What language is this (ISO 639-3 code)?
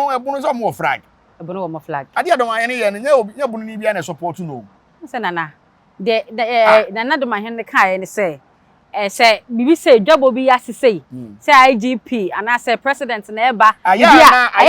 aka